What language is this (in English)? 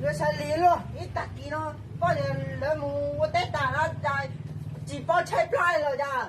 Hmong